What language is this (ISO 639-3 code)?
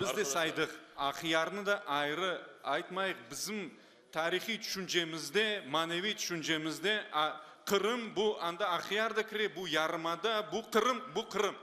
crh